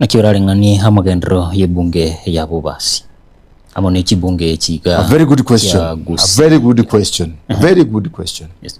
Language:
Gusii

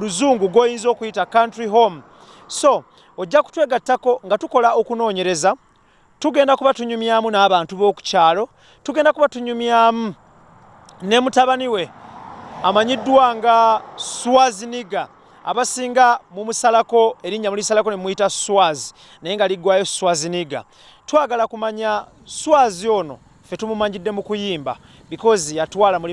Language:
Ganda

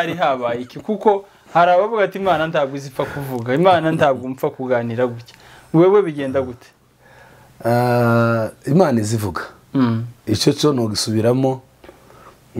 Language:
Kinyarwanda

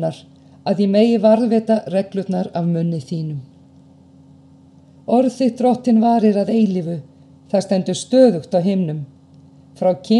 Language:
Icelandic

